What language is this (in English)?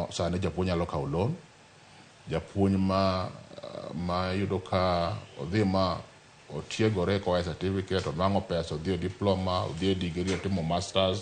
Luo (Kenya and Tanzania)